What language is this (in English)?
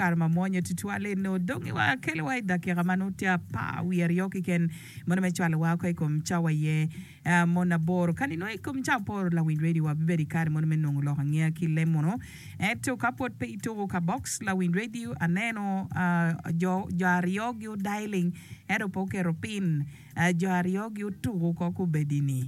Acoli